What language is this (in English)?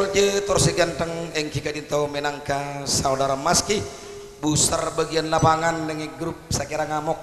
Madurese